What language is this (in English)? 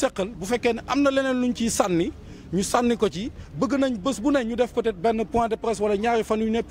Wolof